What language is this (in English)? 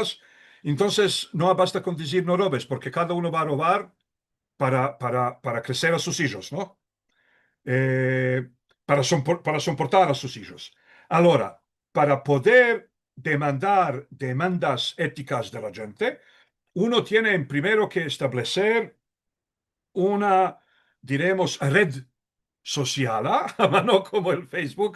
Ladino